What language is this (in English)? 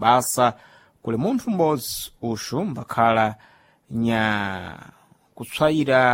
Sena